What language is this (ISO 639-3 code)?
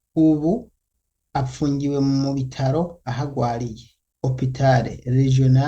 run